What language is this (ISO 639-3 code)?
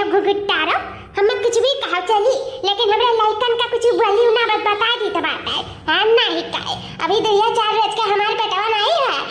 awa